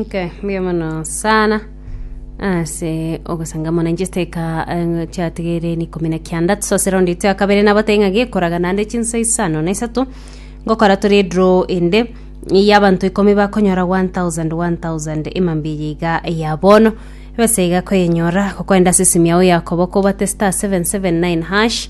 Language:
Gusii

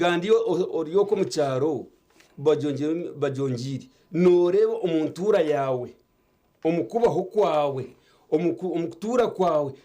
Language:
Nyankole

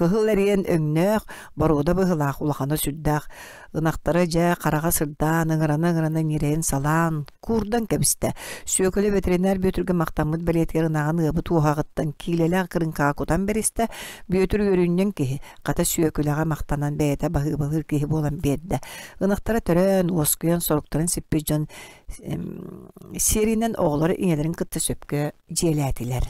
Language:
Yakut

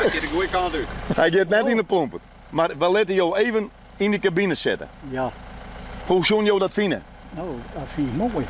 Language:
Western Frisian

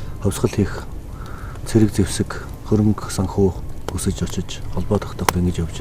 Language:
Mongolian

